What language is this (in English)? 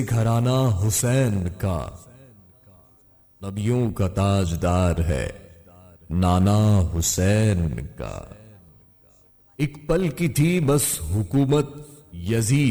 Urdu